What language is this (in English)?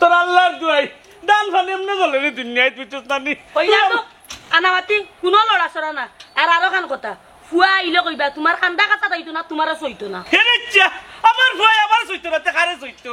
Sylheti